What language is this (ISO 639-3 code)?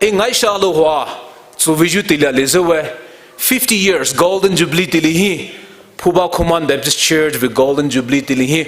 pmx